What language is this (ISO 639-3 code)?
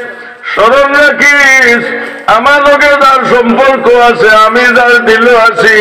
syl